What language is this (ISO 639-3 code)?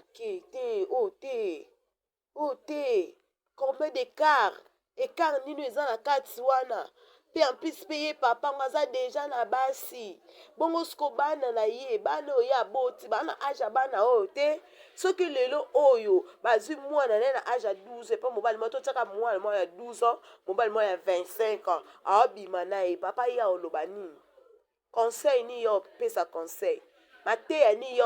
lin